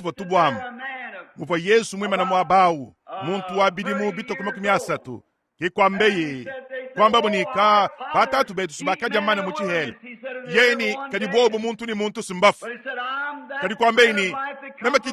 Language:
Luba-Lulua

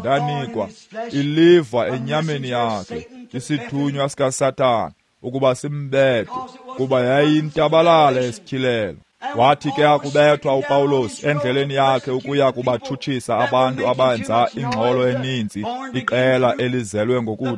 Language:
Xhosa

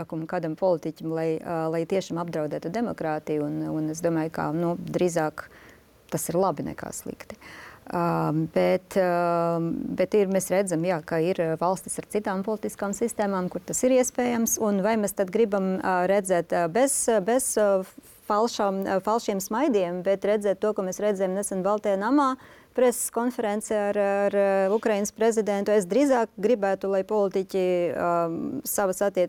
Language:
Latvian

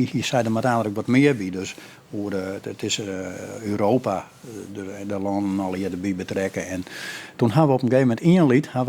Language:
Western Frisian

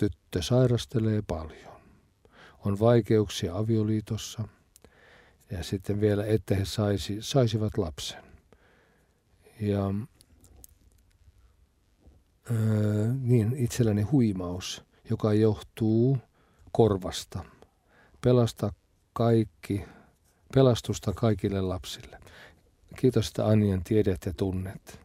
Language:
Finnish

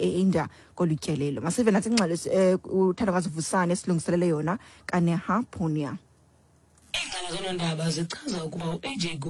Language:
Xhosa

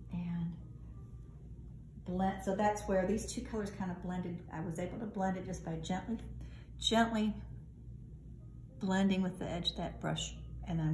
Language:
English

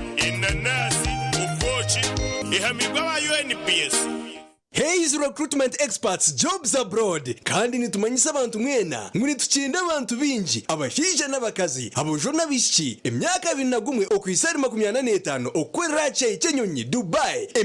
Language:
Nyankole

